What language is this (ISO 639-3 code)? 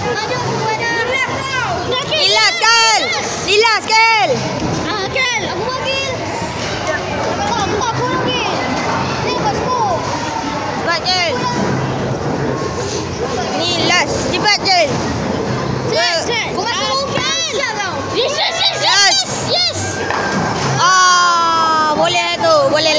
msa